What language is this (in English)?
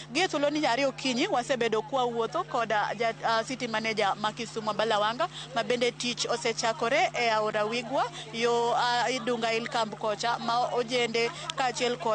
Luo (Kenya and Tanzania)